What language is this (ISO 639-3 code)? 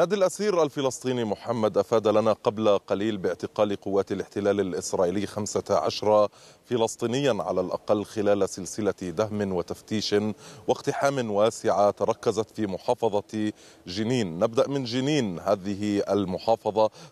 ara